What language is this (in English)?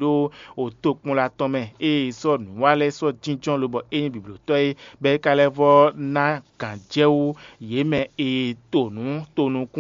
Fon